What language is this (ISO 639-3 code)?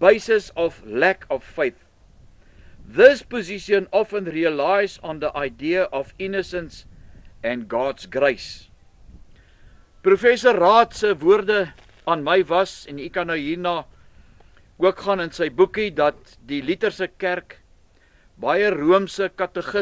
afr